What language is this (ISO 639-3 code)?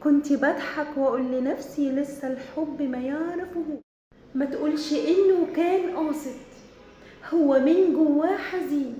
arz